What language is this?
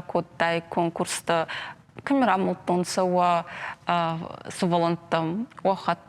Ossetic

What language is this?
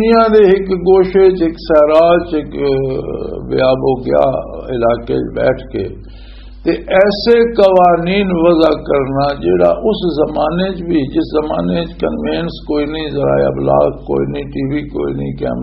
Western Panjabi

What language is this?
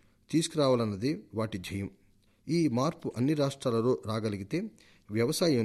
Telugu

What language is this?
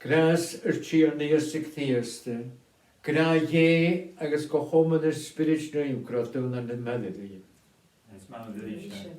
Scottish Gaelic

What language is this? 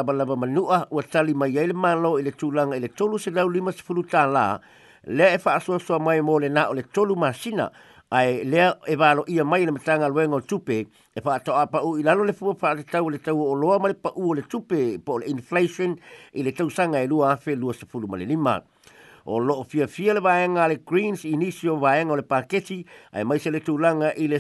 Samoan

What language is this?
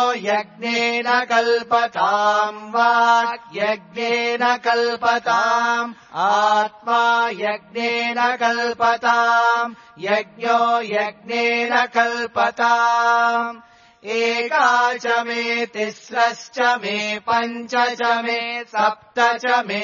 Sanskrit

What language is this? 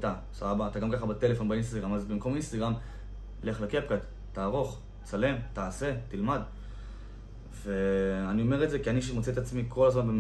Hebrew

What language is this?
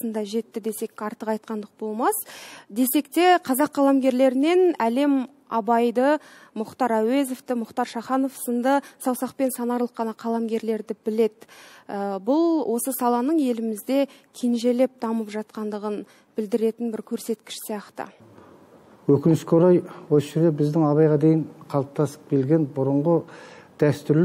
Kazakh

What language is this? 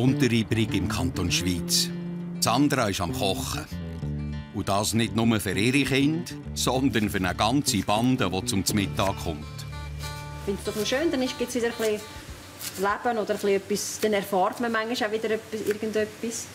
Swiss German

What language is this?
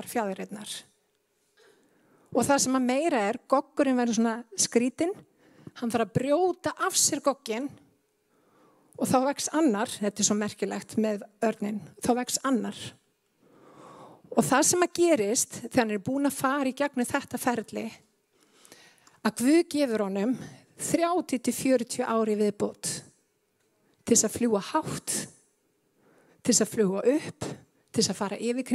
Icelandic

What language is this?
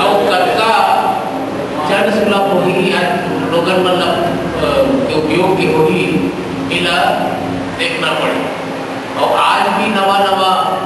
Chhattisgarhi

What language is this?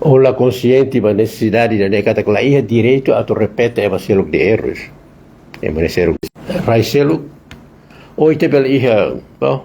Tetum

